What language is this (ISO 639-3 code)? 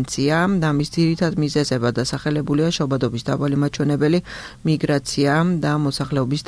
kat